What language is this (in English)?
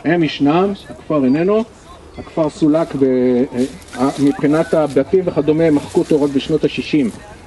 Hebrew